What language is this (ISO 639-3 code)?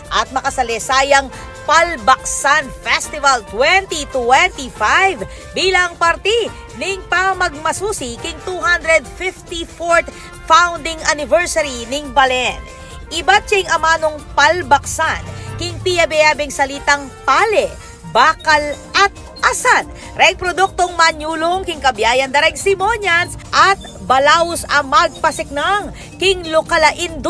pam